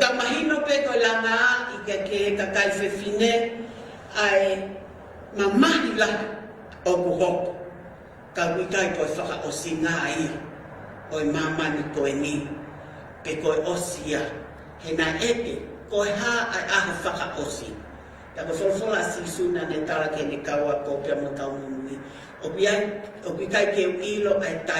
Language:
Tongan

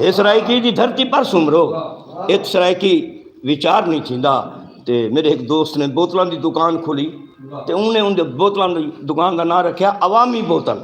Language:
Saraiki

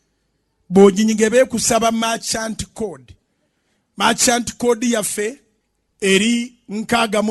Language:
Ganda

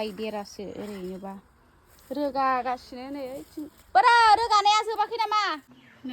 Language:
Bodo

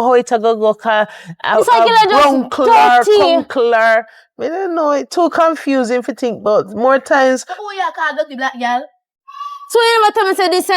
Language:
Jamaican Creole English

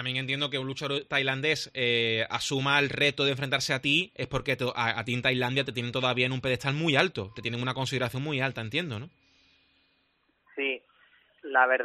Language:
Spanish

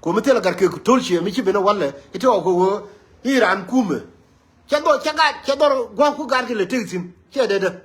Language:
Nuer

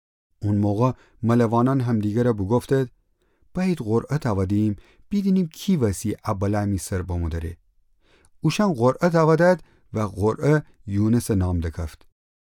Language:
Gilaki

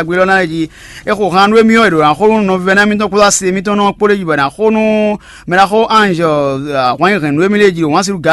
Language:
Fon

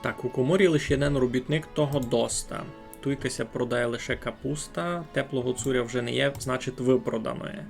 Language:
Rusyn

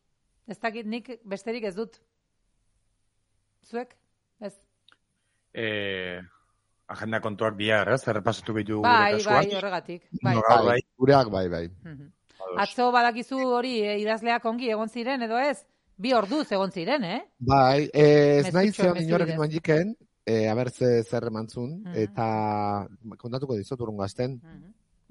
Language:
Basque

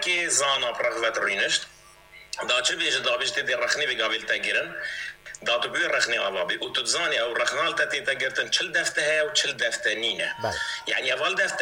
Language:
Kurdish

